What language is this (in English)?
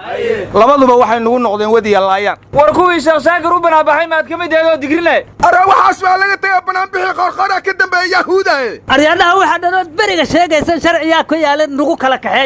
Somali